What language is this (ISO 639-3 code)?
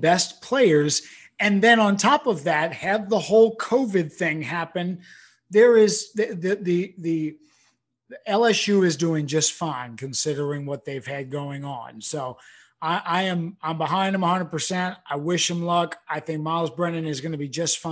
eng